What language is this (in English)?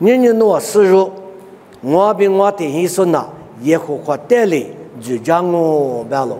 Lisu